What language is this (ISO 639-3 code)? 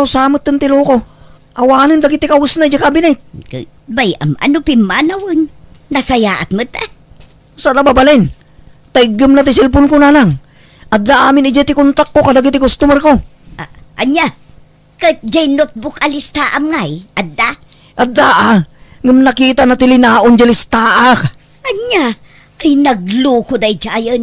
ilo